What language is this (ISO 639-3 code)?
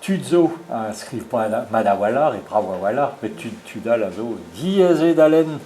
bre